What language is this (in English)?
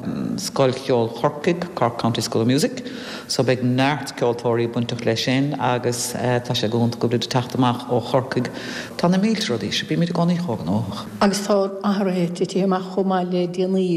Irish